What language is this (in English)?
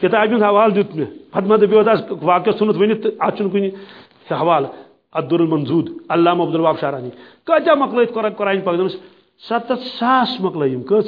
Kashmiri